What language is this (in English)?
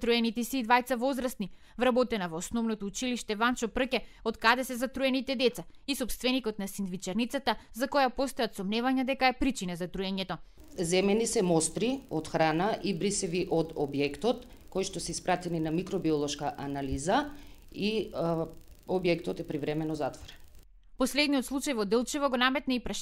Macedonian